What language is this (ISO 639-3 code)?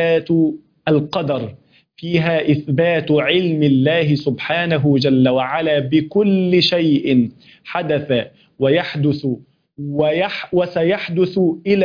ara